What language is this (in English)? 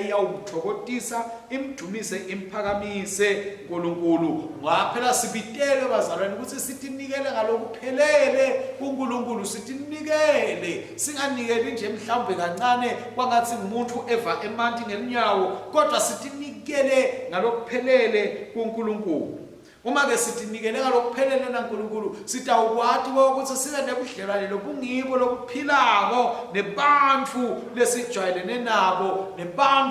Swati